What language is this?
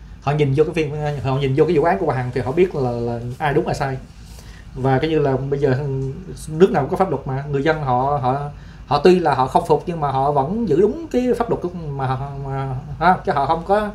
Vietnamese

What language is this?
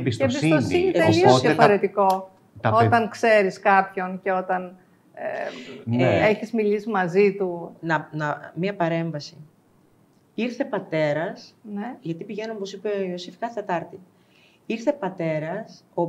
Greek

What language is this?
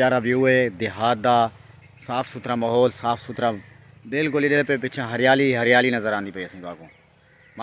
Saraiki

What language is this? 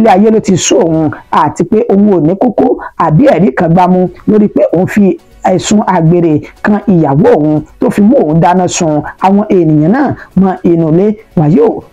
Yoruba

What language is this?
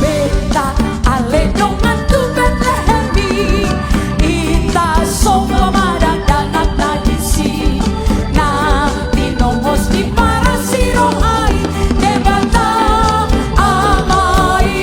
Batak Toba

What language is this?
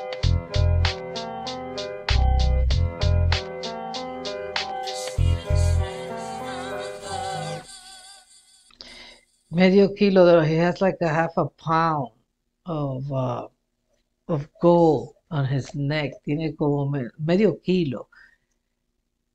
Spanish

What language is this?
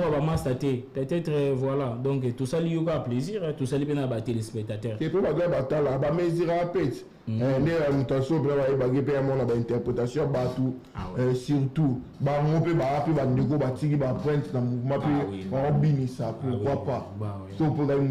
Lingala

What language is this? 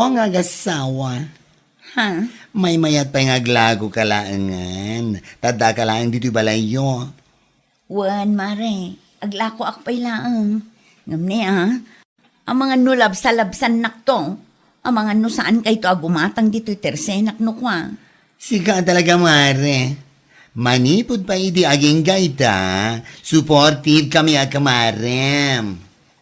Iloko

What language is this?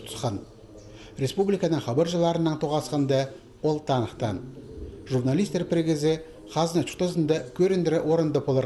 Khakas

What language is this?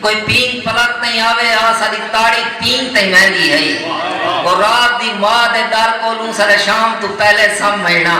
Saraiki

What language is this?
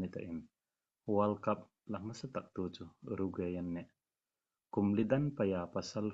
Hmar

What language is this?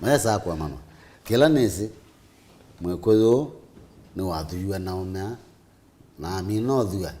Kamba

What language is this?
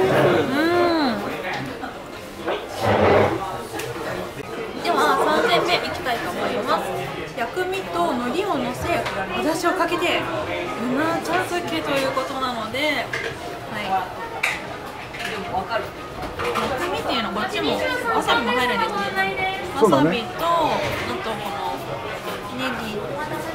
Japanese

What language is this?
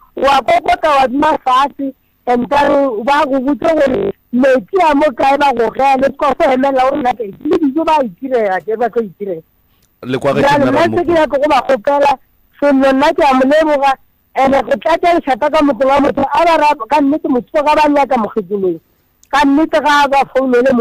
Northern Sotho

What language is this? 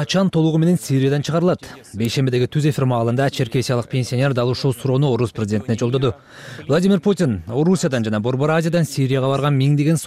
Kyrgyz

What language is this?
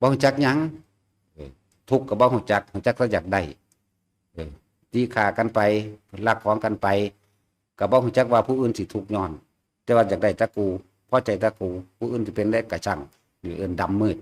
Northeastern Thai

